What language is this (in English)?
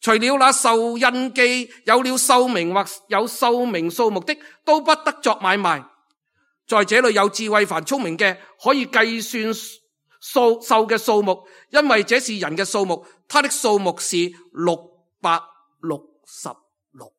Cantonese